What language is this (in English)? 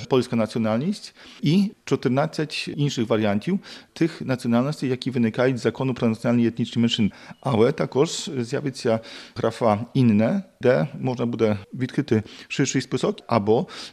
Ukrainian